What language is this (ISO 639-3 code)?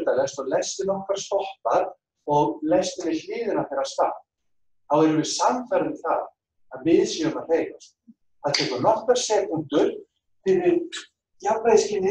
isl